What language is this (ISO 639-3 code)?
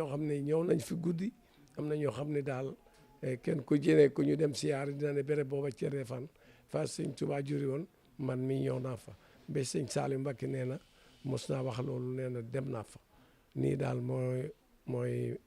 wol